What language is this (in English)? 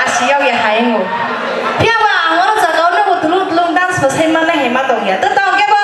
Kok Borok